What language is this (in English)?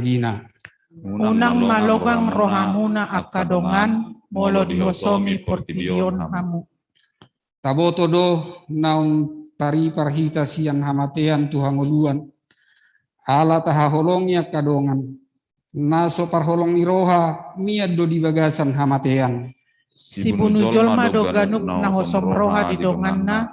Batak Toba